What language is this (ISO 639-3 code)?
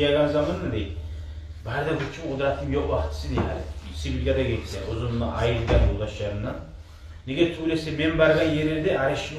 kum